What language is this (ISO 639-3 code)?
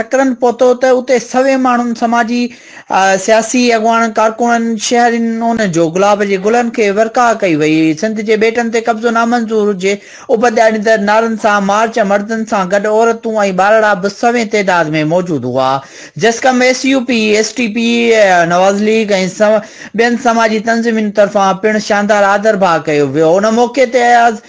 snd